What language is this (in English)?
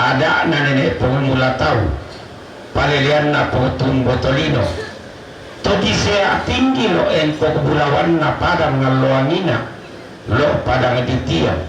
Toraja-Sa'dan